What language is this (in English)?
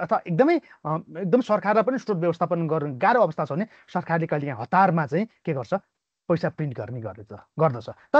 Nepali